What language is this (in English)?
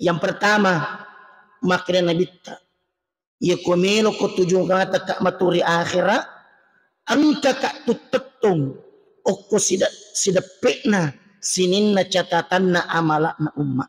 Buginese